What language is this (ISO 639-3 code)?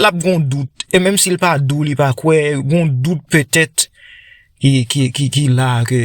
hat